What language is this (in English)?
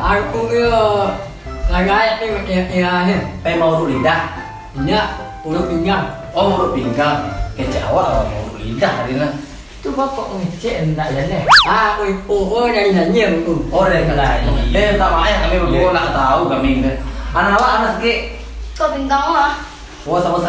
Minangkabau